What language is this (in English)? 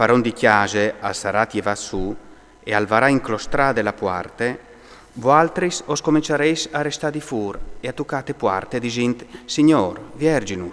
Friulian